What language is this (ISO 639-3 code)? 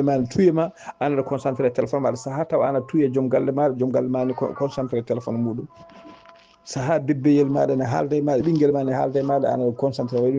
ful